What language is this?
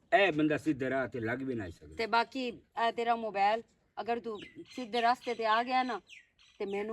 Western Panjabi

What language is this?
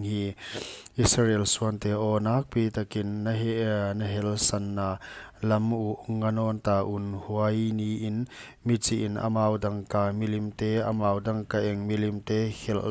Paite Chin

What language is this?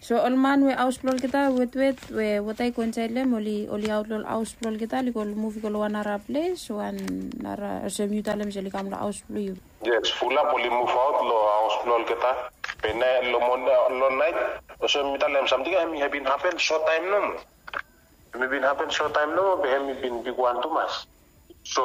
Bislama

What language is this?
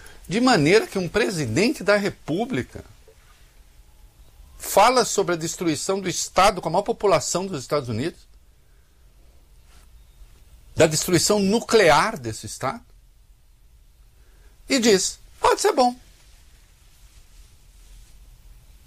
Portuguese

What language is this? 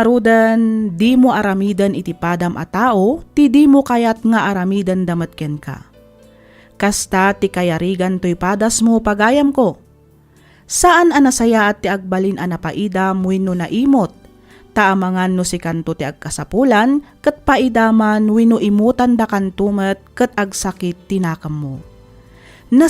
Iloko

